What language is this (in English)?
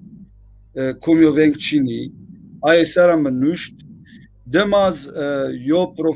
Zaza